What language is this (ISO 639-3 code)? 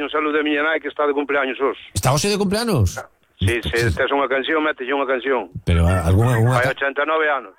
glg